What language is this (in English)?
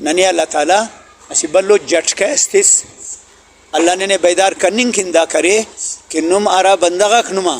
Brahui